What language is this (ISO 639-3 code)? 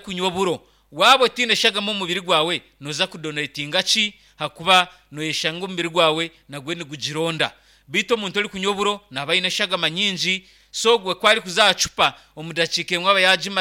nyn